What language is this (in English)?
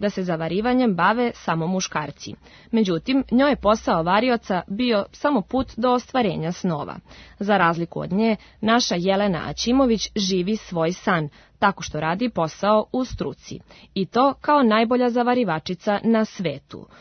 Serbian